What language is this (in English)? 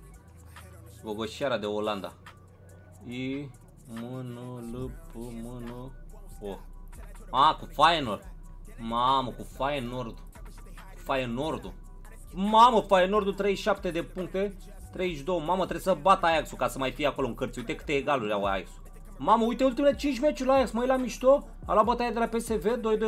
Romanian